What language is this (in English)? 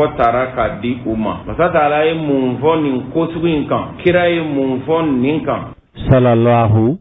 Bambara